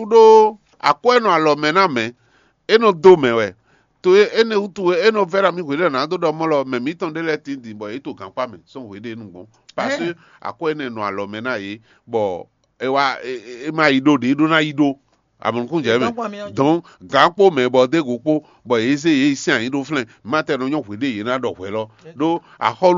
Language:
Fon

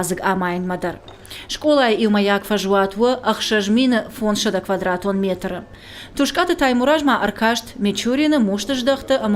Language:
Ossetic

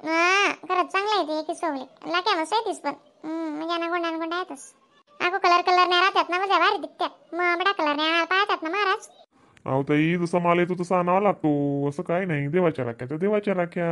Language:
Khandesi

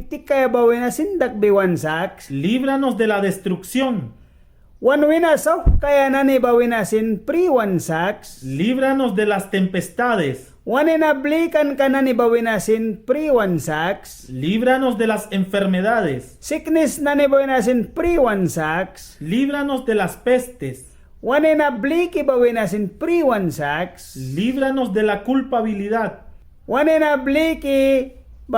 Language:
Mískito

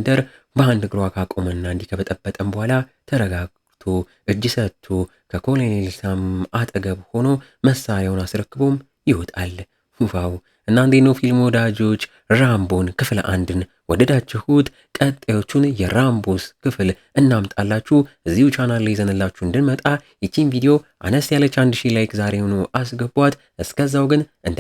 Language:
Amharic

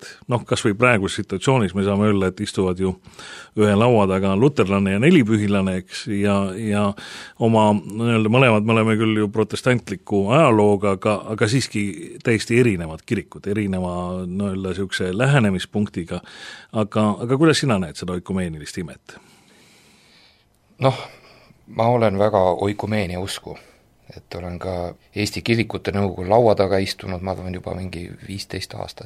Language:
Estonian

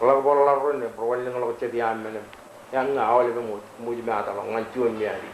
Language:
Marshallese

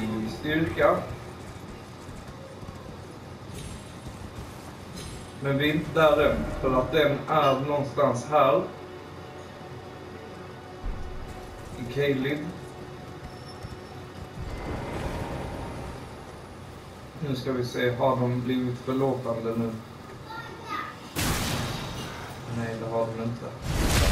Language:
Swedish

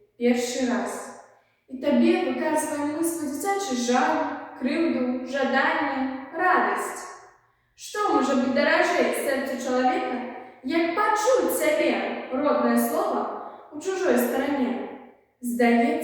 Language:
Belarusian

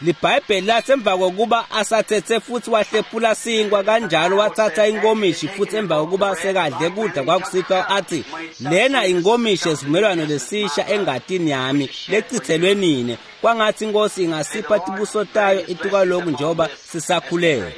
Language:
Swati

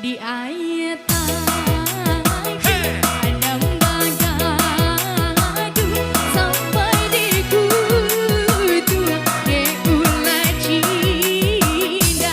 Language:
Minangkabau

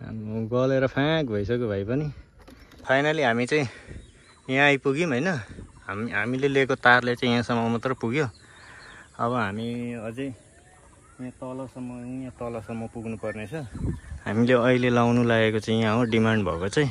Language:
Nepali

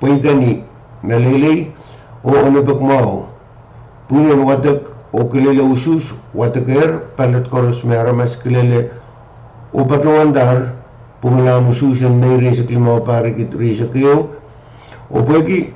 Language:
Pohnpeian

